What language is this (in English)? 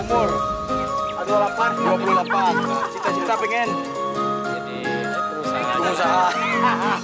Minangkabau